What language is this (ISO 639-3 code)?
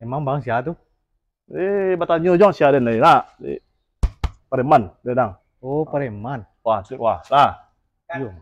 min